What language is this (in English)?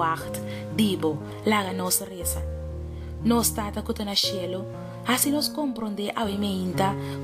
Papiamento